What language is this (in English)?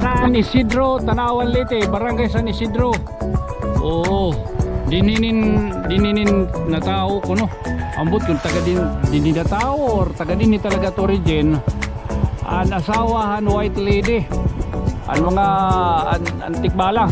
Waray